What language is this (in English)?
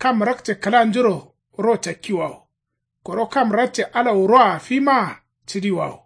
Kanuri